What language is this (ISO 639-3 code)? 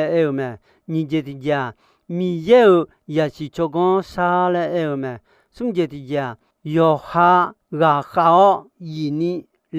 ahk